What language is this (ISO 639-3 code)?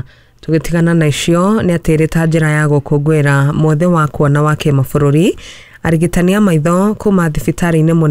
kik